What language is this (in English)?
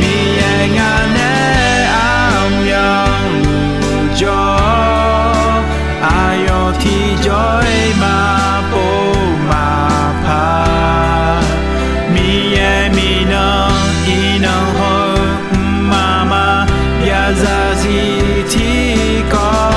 Akha